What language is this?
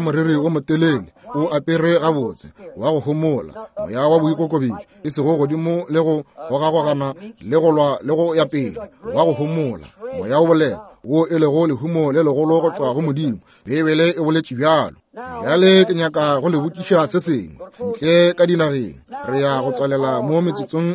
Northern Sotho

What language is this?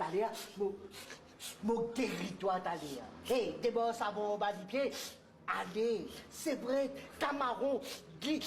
Morisyen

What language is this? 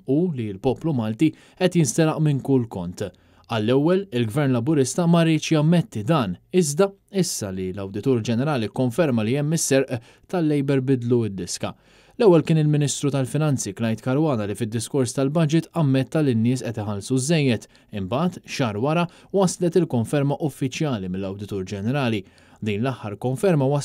Maltese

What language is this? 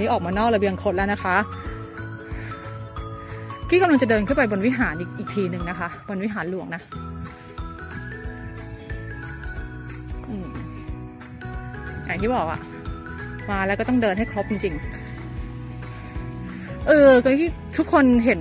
Thai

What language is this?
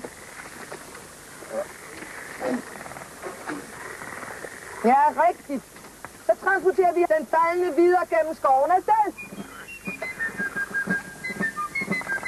Danish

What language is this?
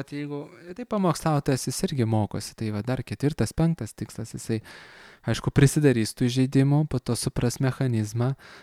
Lithuanian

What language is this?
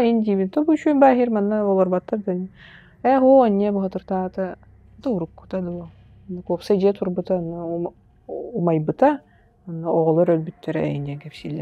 Yakut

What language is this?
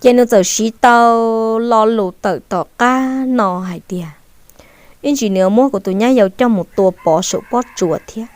Hmong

